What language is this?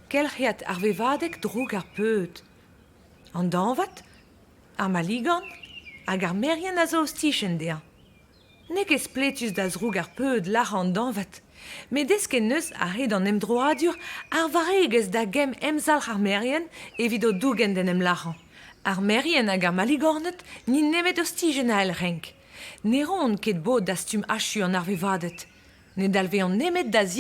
Breton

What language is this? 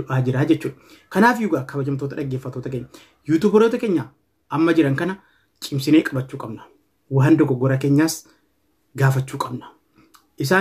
Oromo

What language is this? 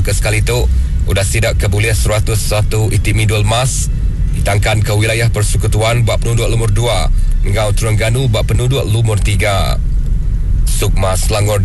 Iban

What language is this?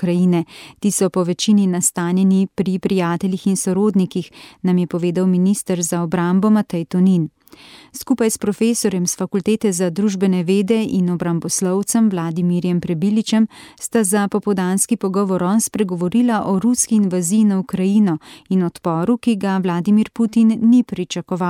Slovenian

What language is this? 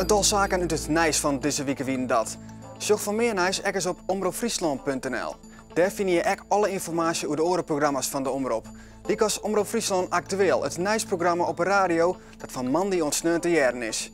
Western Frisian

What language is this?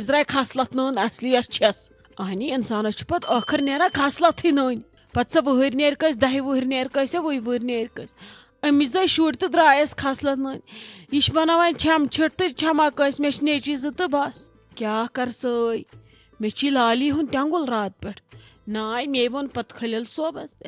Kashmiri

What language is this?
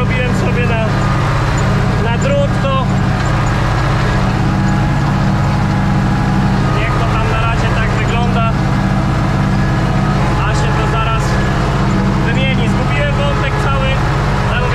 Polish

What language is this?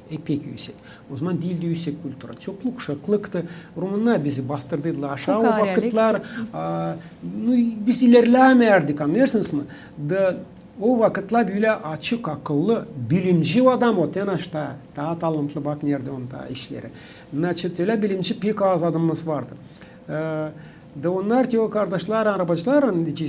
Gagauz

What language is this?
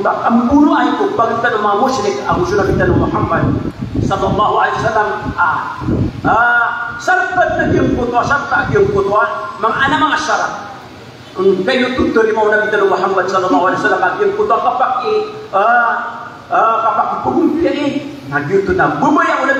Maranao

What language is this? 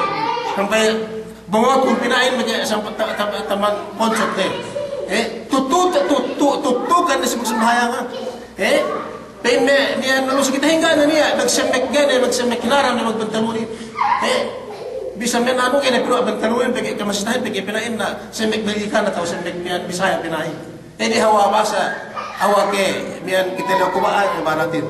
Yakan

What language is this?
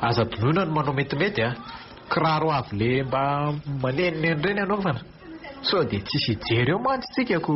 Malagasy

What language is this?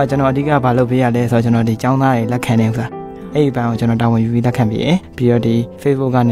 Burmese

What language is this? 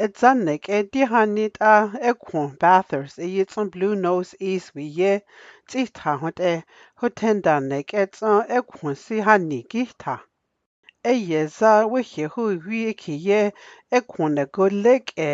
Dogrib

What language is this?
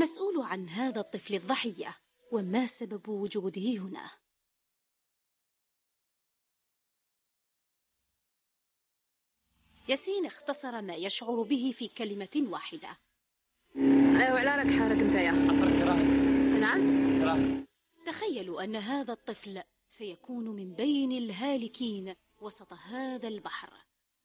Arabic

